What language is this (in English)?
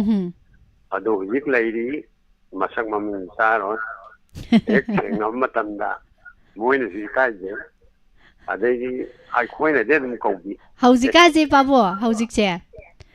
Manipuri